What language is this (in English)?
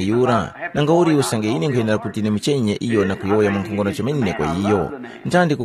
Tumbuka